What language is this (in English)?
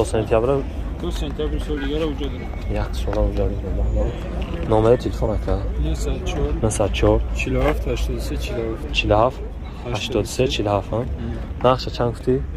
Tajik